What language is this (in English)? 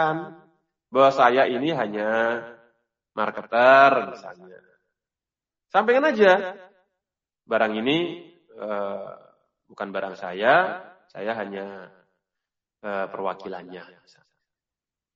Indonesian